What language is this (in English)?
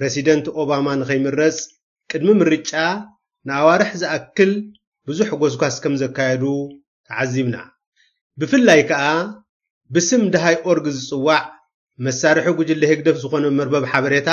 Tigrinya